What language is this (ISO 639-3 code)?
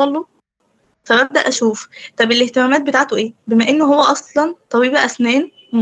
arz